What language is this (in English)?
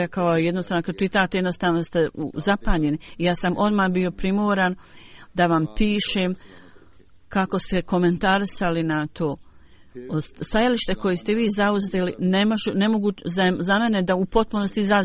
Bosnian